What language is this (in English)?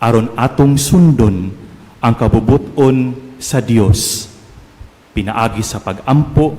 Cebuano